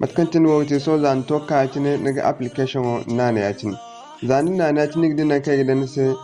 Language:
Zarma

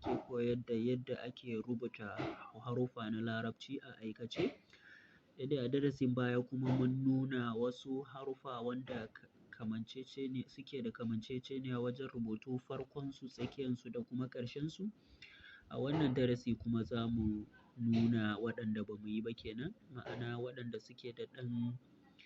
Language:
Hausa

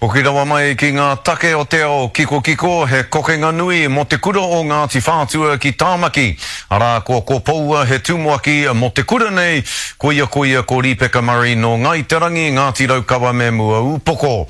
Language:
Māori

